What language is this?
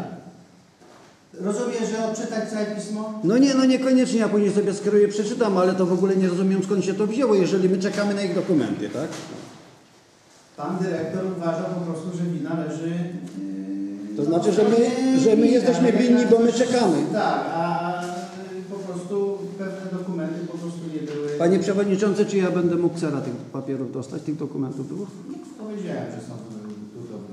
Polish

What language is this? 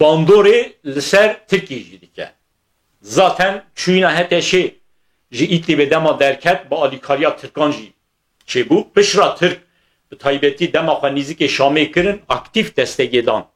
Kurdish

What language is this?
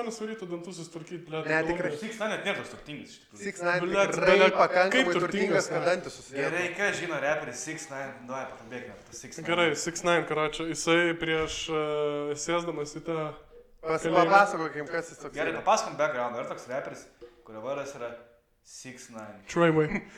Lithuanian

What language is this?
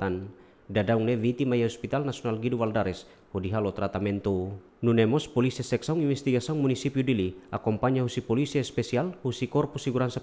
Tetum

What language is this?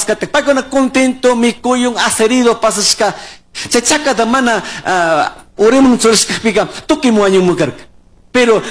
Chimborazo Highland Quichua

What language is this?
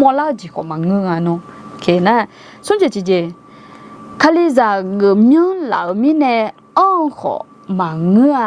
Akha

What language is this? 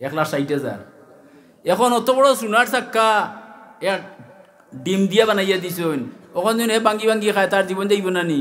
Sylheti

